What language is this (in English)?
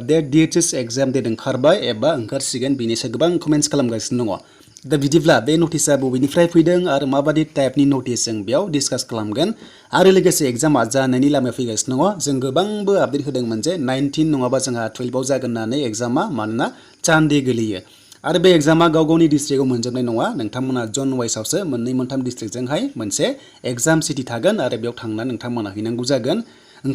Bodo